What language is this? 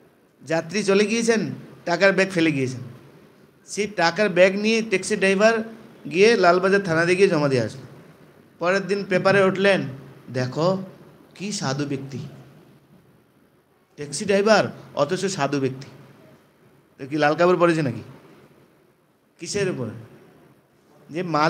Bangla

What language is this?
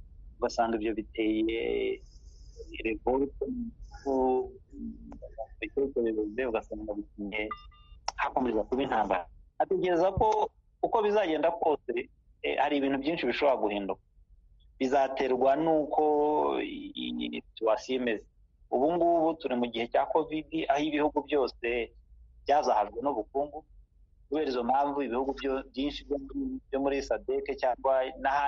Kinyarwanda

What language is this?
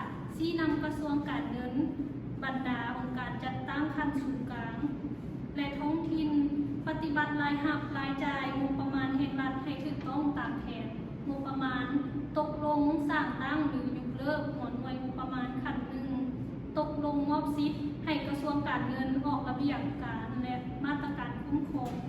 Lao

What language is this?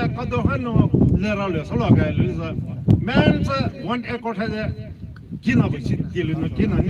Poumei Naga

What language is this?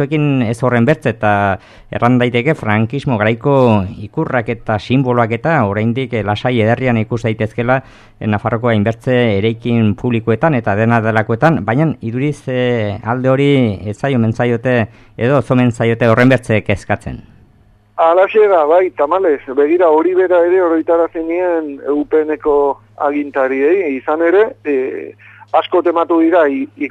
Basque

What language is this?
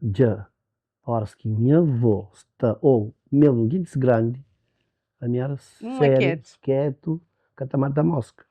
Kabuverdianu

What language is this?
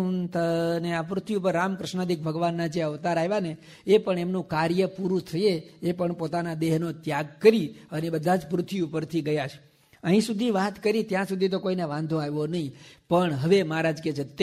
Gujarati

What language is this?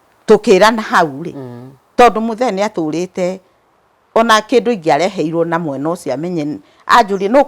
Kikuyu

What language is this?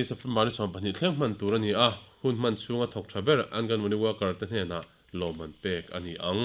Mizo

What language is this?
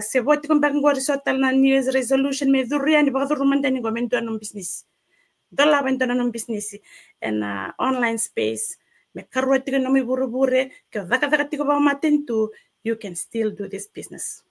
Fijian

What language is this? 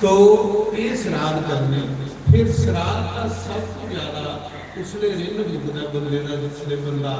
Dogri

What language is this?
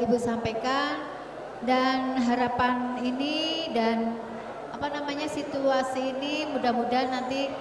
Banjar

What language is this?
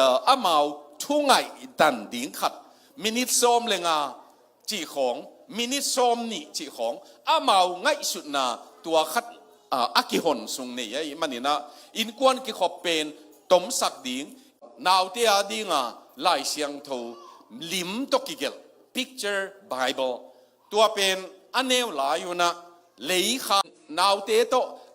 Tedim Chin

